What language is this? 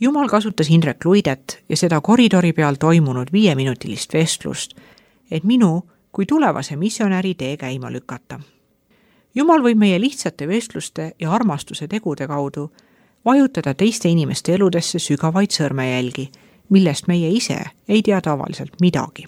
Estonian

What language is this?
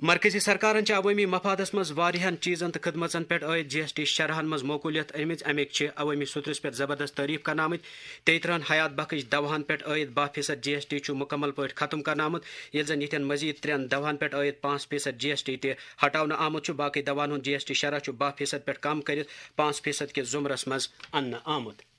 Kashmiri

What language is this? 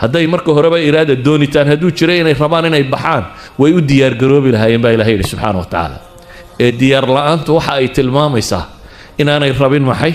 Somali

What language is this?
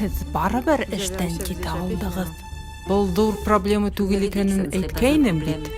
Bashkir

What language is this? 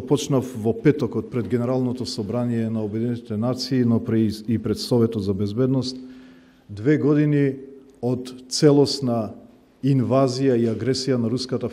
Macedonian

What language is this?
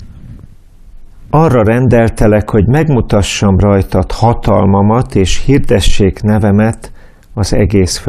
Hungarian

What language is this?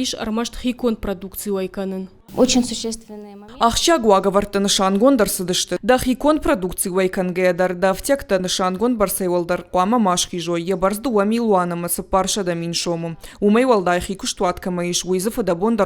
Ossetic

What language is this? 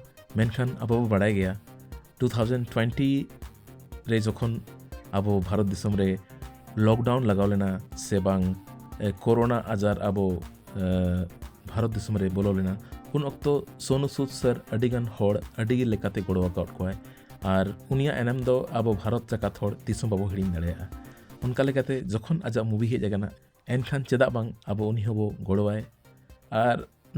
Santali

